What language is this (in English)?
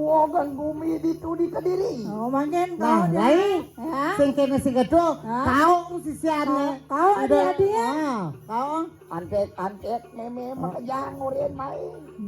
Balinese